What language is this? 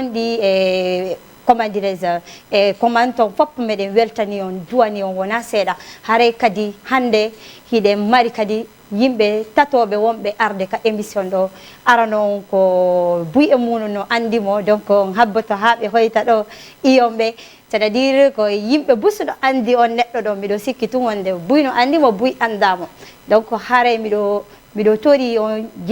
Fula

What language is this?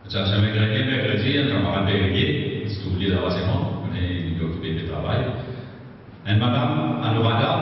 Morisyen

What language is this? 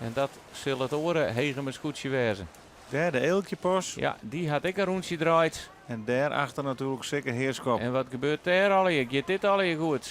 Western Frisian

